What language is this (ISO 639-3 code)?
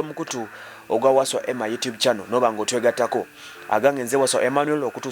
lug